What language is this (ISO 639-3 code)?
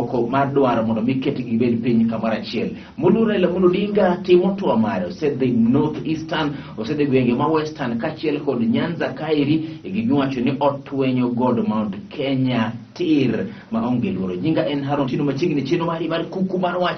luo